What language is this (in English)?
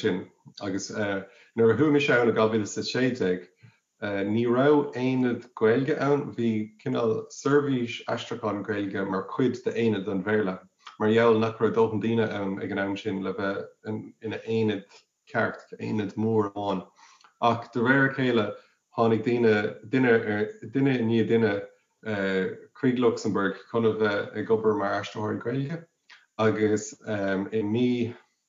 Irish